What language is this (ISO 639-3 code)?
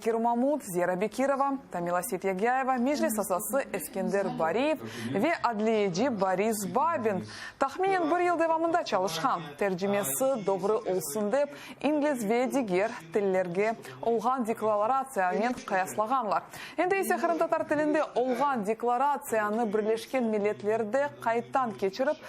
crh